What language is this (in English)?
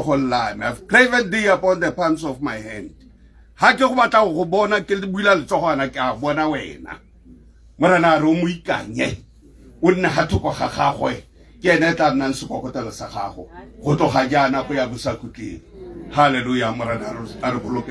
Tswana